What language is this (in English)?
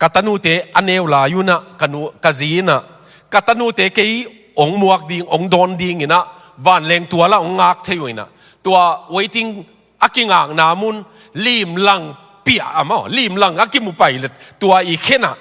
Tedim Chin